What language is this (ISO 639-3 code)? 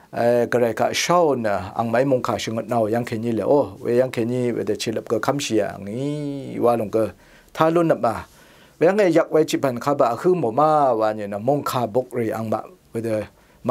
raw